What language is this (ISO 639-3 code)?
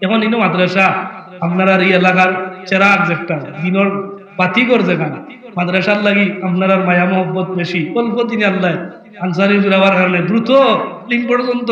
syl